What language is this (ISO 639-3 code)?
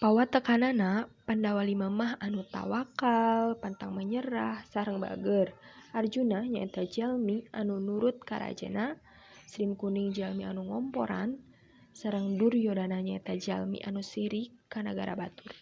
sun